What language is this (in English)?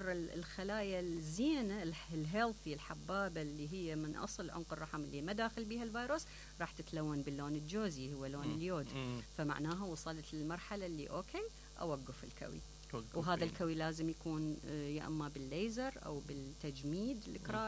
Mesopotamian Arabic